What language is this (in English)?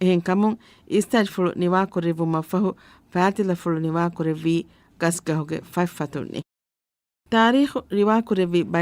Divehi